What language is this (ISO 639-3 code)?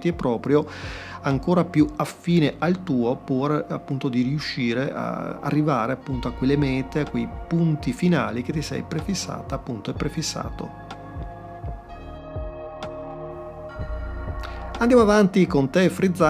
ita